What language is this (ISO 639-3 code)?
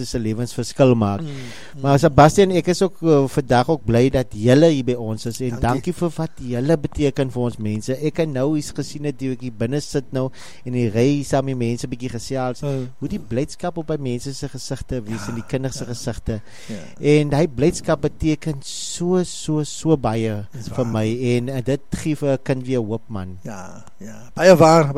afr